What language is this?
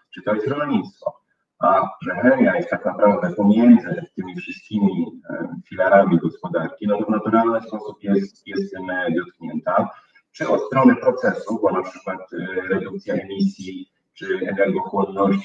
Polish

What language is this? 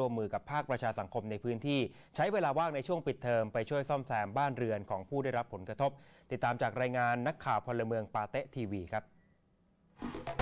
Thai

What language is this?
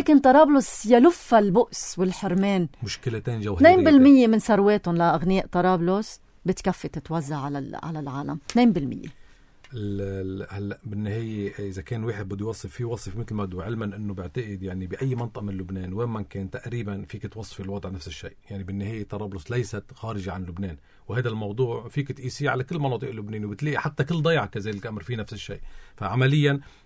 North Levantine Arabic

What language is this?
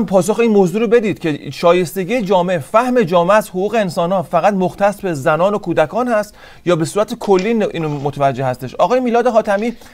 Persian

